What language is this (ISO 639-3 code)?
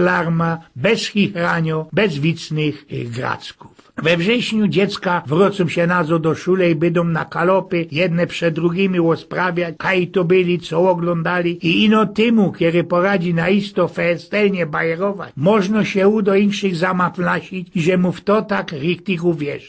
szl